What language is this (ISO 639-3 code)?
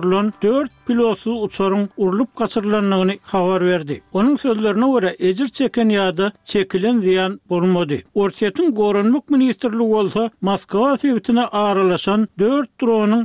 tuk